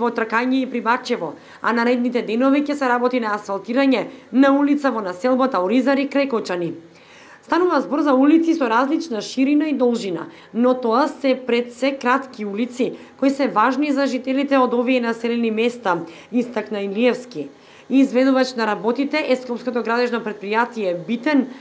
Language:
Macedonian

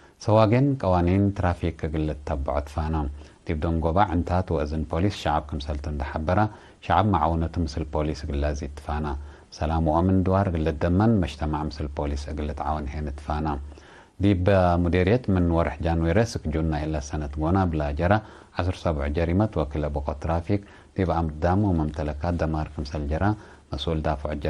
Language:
Tigre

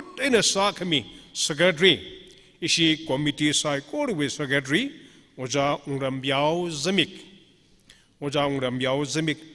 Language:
Tangkhul Naga (India)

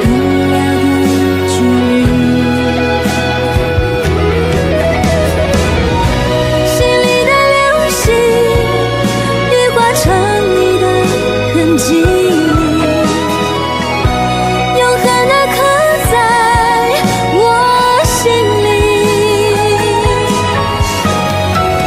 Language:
Chinese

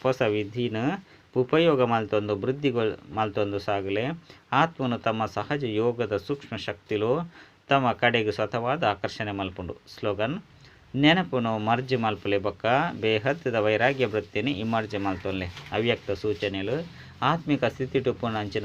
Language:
Tulu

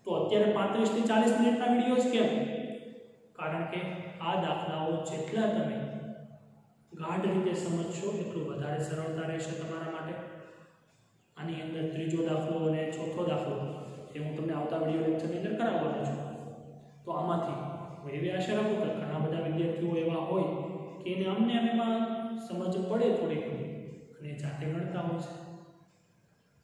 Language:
Gujarati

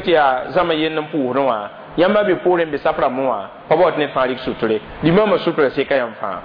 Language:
Mossi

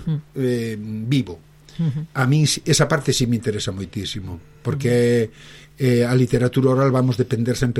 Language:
Galician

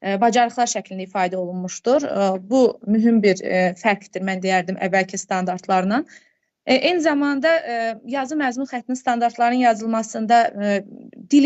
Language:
Azerbaijani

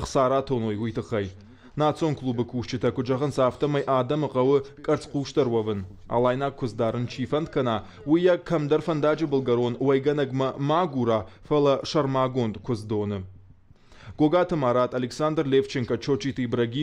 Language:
Ossetic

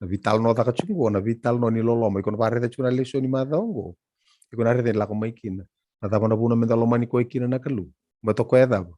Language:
Fijian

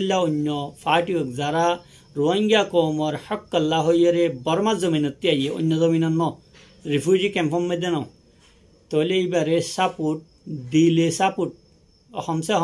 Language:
Rohingya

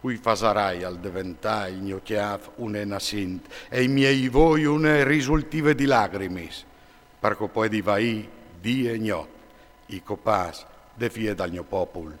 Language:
Friulian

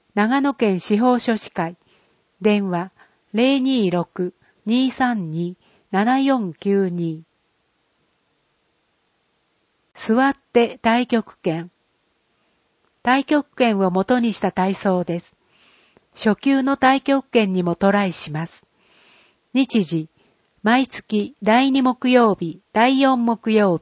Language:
Japanese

